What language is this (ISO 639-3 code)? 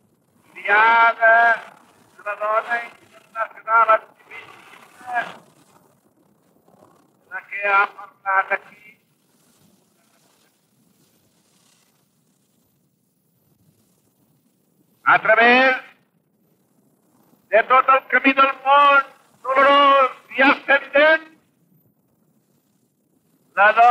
cat